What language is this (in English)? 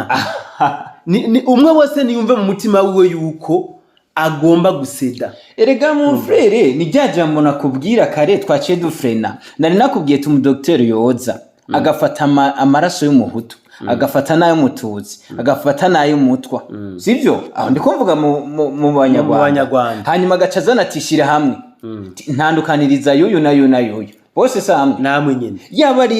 Rundi